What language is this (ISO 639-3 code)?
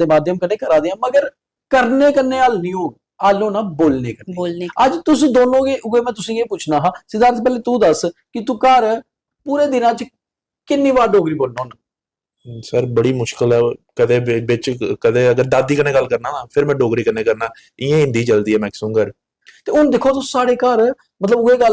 doi